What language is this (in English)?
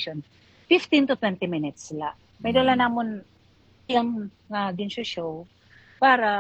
Waray